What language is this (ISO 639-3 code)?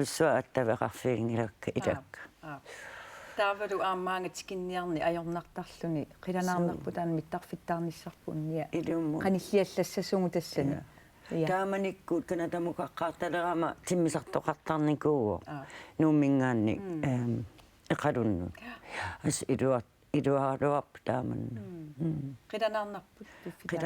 kal